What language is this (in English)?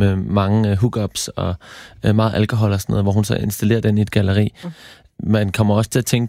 Danish